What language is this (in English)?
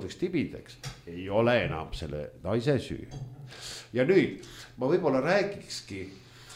Estonian